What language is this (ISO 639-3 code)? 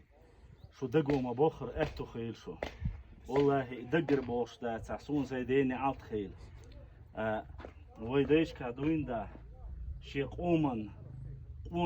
che